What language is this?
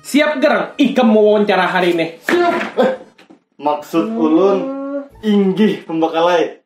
Banjar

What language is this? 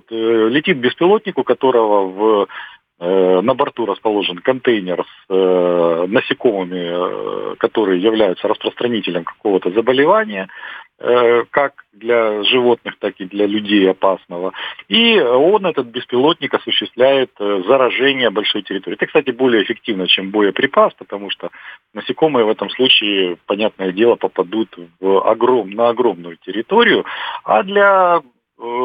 Russian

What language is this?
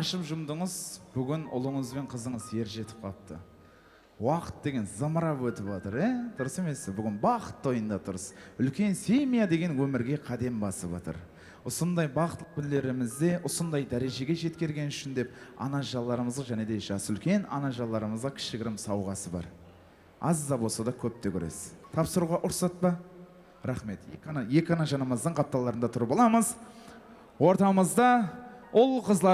Kara-Kalpak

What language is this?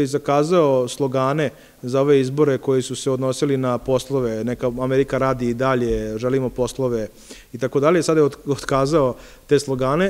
Serbian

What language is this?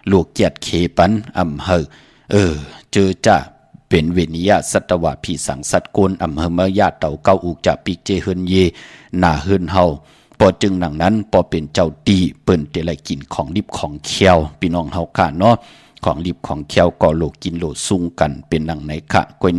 Shan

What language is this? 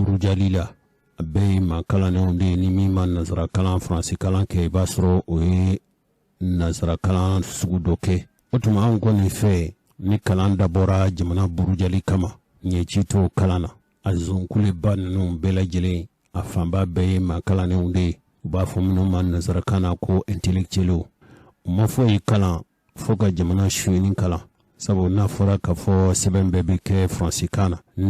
Bambara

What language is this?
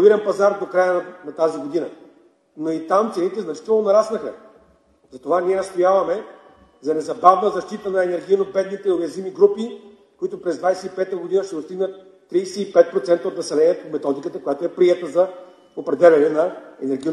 Bulgarian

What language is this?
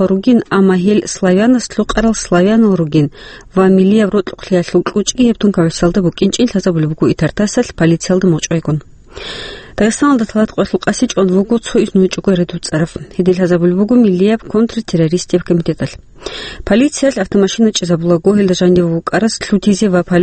Avaric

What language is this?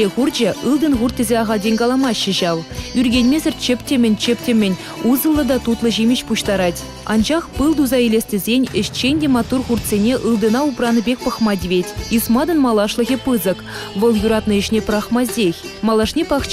Chuvash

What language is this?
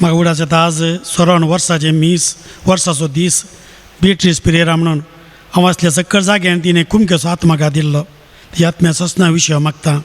Konkani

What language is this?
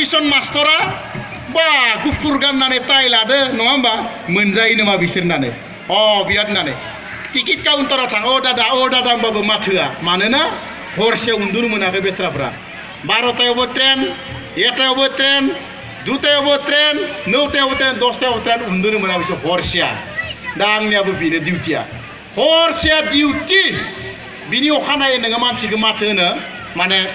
Bodo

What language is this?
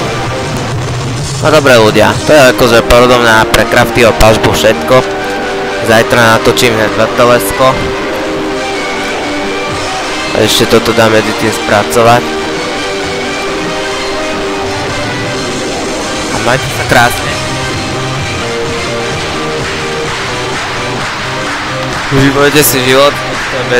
Slovak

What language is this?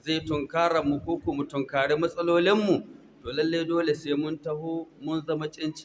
Hausa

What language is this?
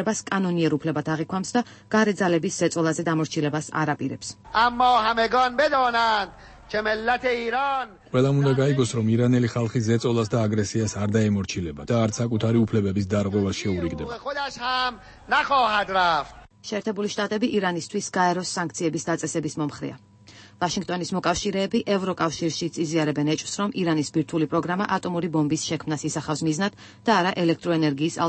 Georgian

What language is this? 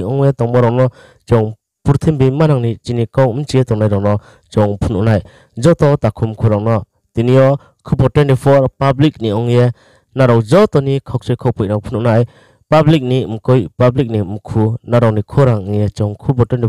Riang (India)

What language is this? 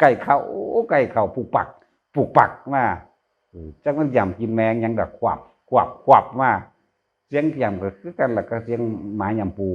Northeastern Thai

